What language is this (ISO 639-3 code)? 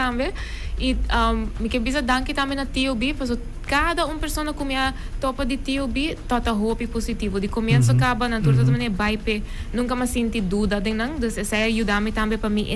pap